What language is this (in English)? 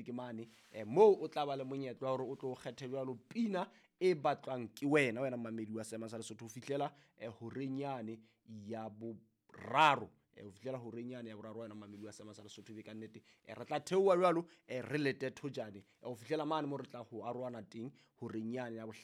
Southern Sotho